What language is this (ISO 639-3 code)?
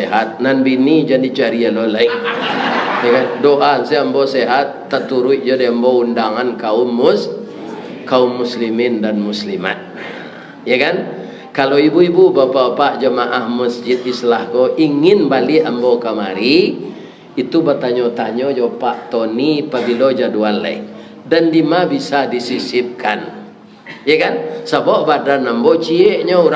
min